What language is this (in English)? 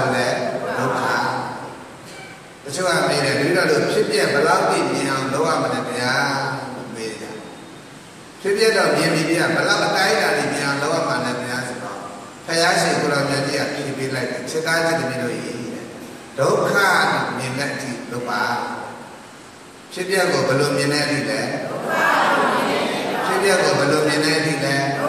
Burmese